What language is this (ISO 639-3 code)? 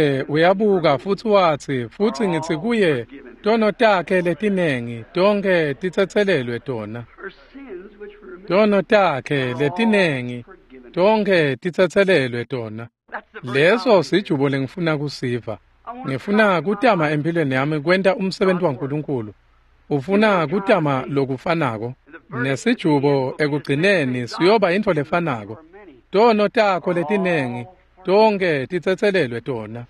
ssw